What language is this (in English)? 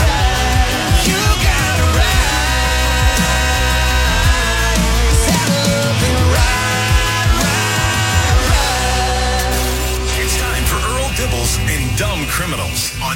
English